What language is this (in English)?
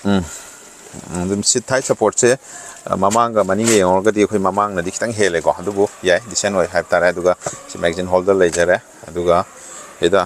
Manipuri